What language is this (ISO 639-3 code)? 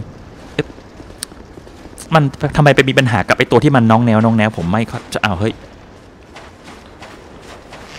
tha